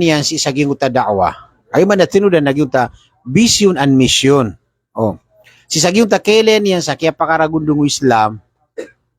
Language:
Maranao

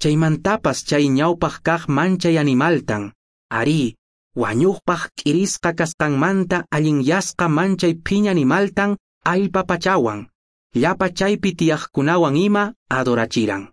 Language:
Quechua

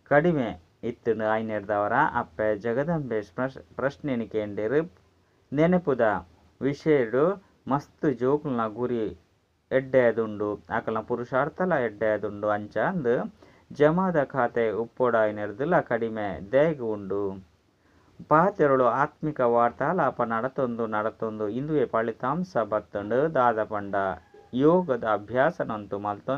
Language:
Tulu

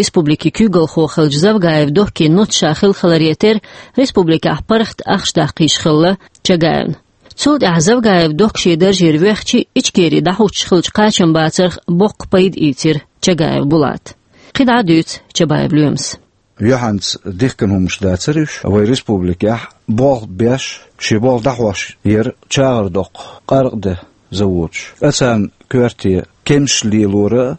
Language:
Chechen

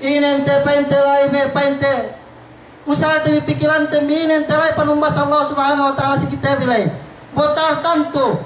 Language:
Yakan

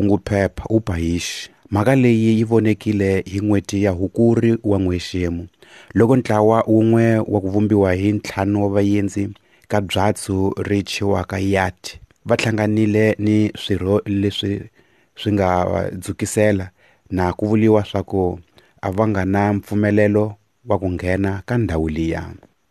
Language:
Tsonga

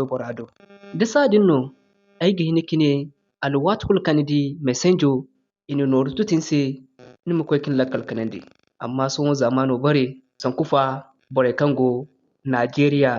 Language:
Zarma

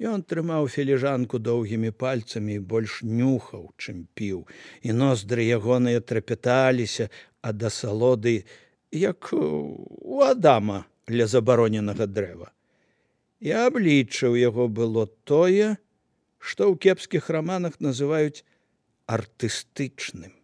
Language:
Belarusian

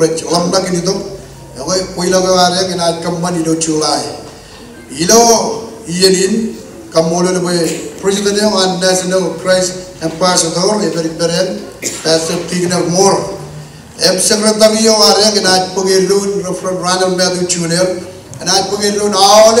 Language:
Marshallese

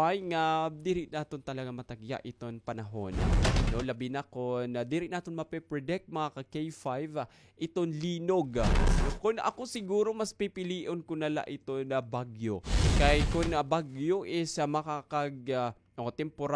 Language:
Waray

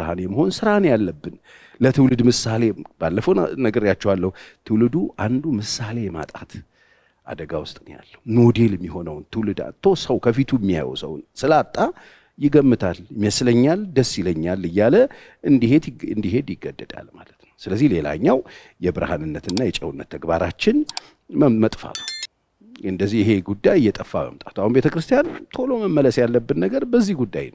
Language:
Amharic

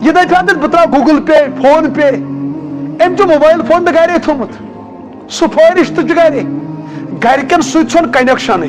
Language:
Kashmiri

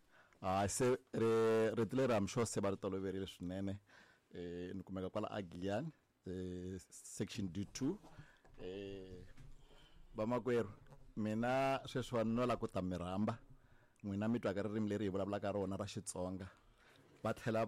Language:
Tsonga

